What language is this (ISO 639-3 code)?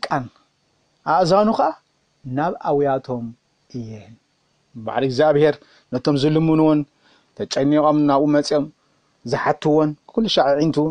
tir